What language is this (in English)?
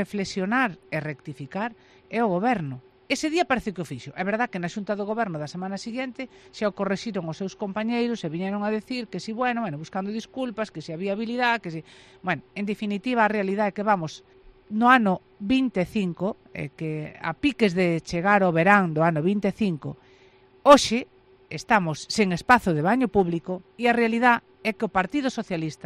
Galician